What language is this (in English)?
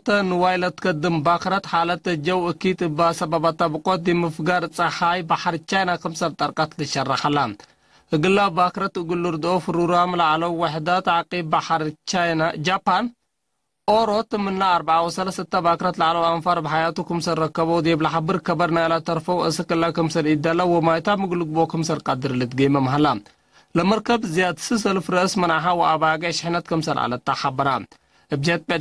Tigre